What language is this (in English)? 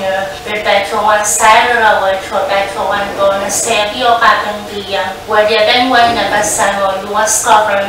Pohnpeian